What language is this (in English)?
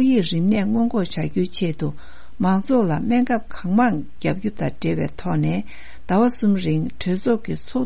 Tibetan